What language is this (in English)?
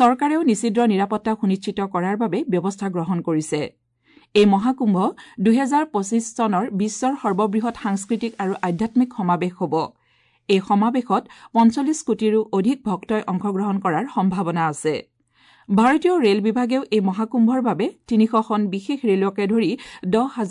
Assamese